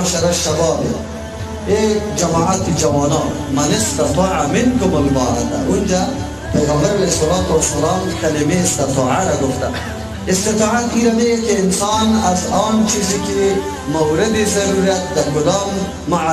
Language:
Persian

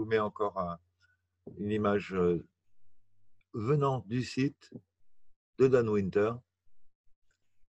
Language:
French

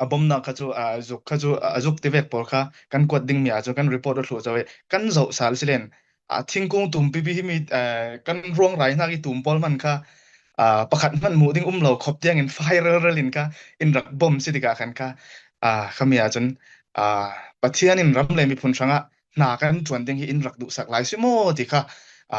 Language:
Falam Chin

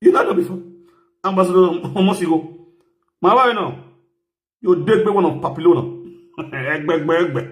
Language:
Nigerian Pidgin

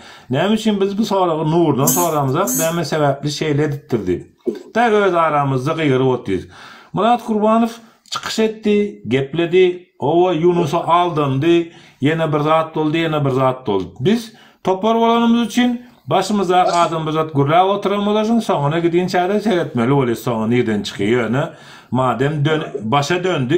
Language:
Turkmen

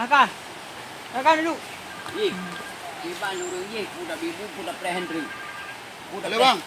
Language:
Achinese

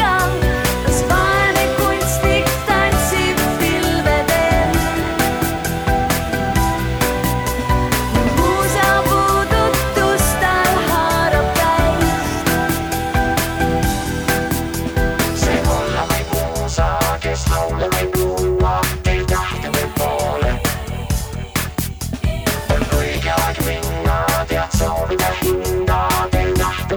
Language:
Estonian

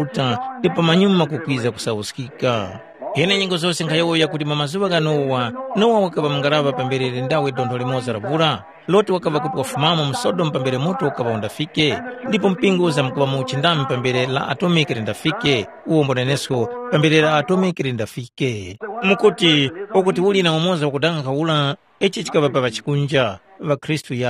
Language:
Tumbuka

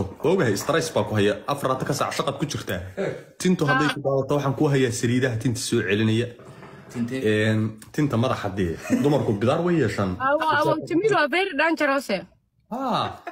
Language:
Somali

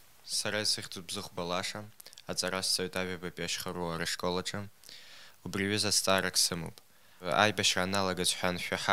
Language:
Abkhazian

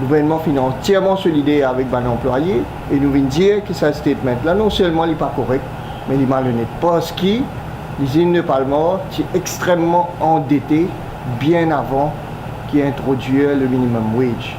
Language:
Morisyen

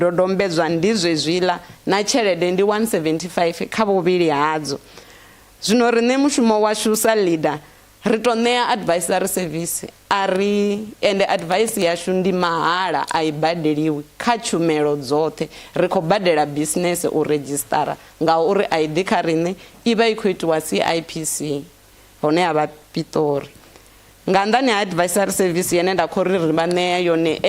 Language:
Venda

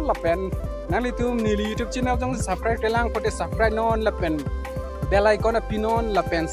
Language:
Karbi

